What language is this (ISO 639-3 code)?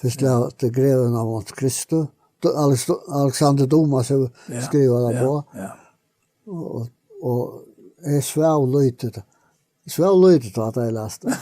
fao